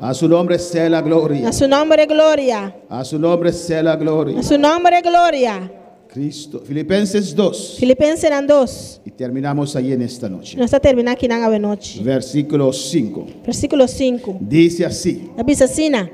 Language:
Papiamento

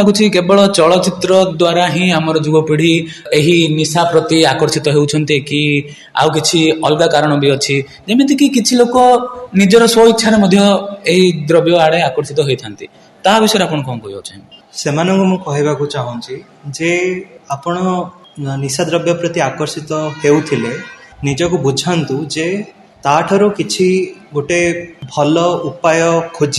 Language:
Odia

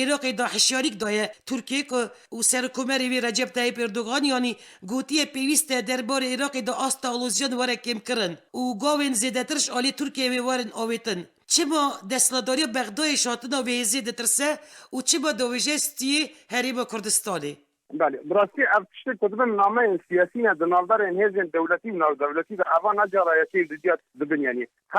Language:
Kurdish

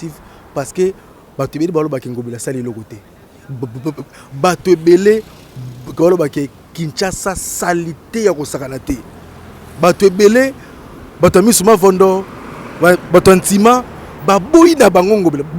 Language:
Lingala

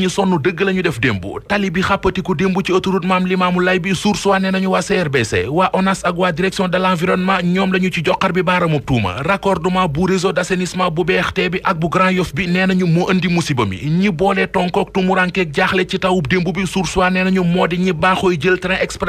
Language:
Wolof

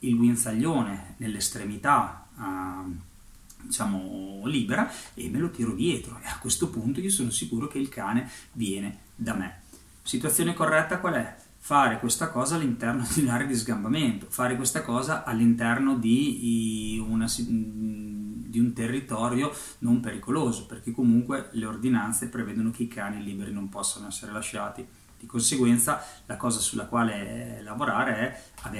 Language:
Italian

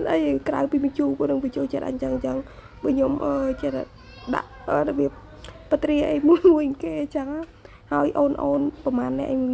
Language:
Khmer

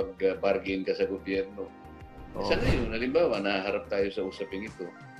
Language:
Filipino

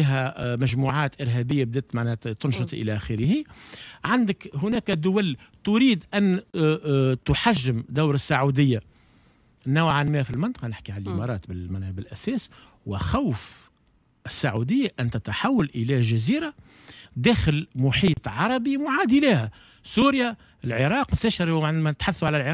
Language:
Tunisian Arabic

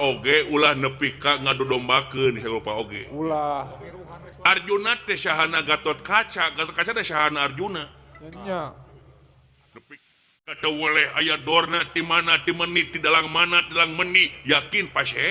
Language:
Sundanese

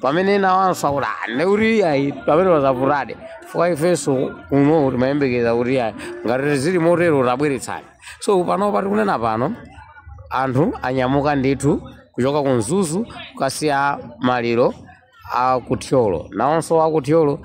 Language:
Nyanja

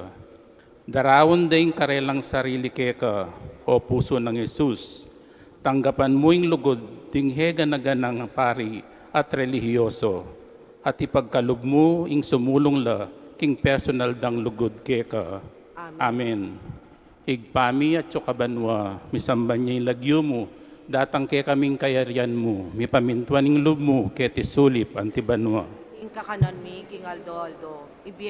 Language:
Pampanga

